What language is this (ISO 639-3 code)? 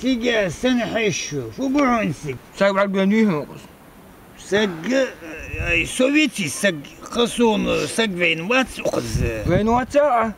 inh